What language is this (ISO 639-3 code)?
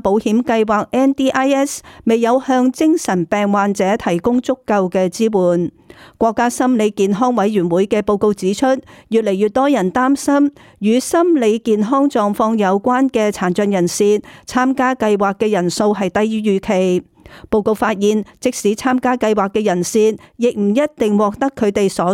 yue